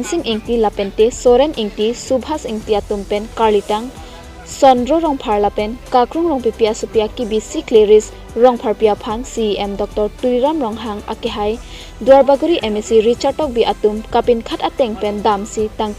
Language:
Karbi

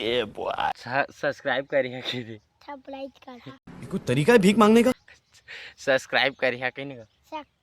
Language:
Chhattisgarhi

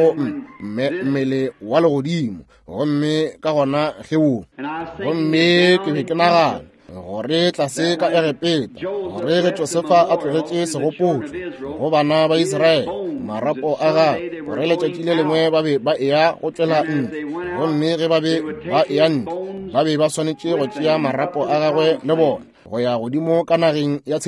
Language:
Northern Sotho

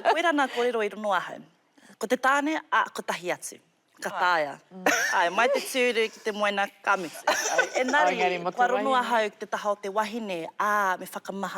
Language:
Māori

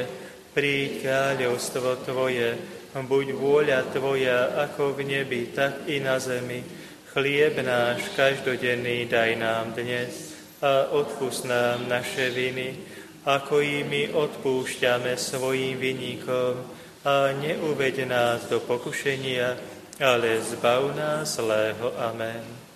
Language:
Slovak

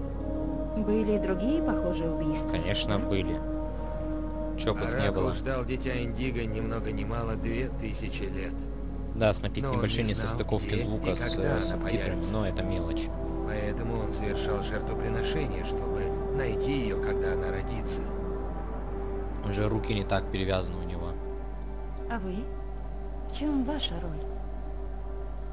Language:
Russian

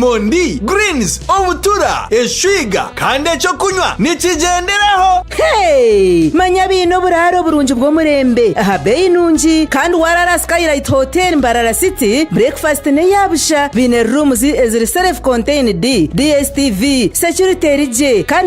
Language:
Nyankole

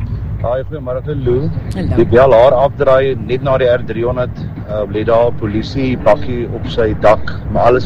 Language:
Afrikaans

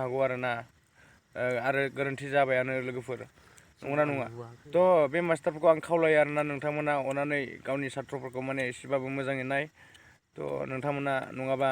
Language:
Bodo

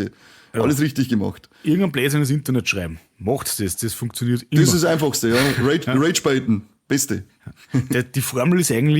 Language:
Bavarian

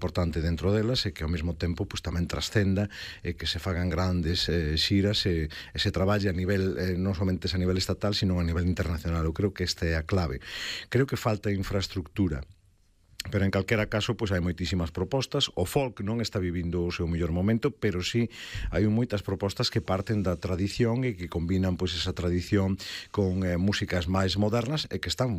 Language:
Galician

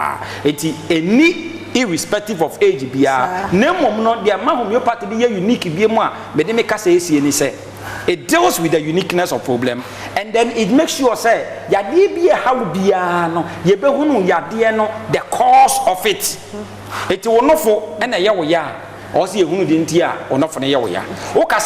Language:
Akan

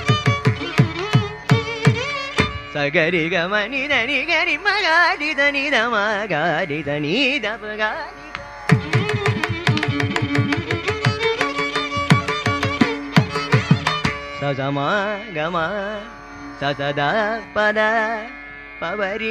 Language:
Tamil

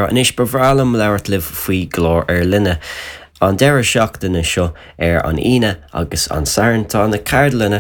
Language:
Irish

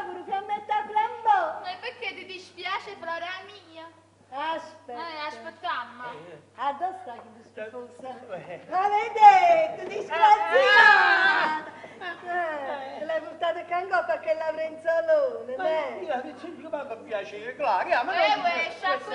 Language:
Neapolitan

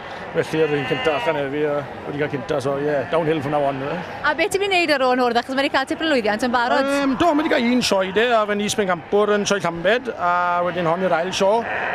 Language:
Welsh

